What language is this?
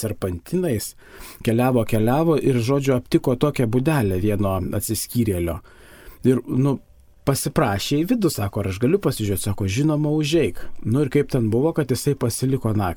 Lithuanian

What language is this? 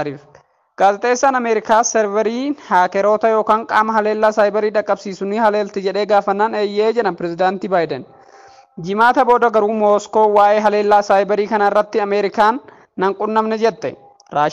Oromo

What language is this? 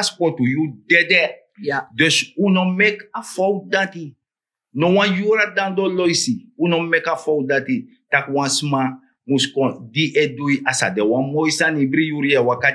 Sranan Tongo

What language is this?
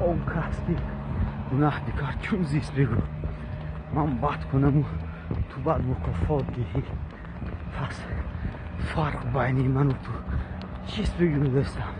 Tajik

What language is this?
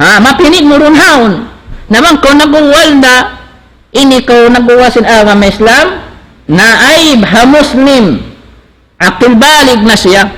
Tausug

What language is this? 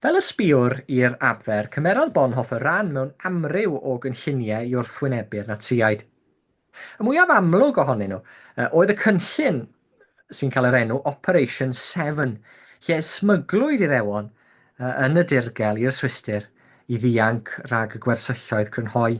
Welsh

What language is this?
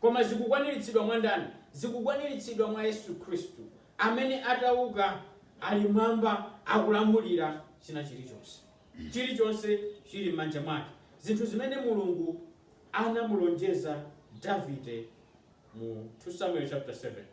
Nyanja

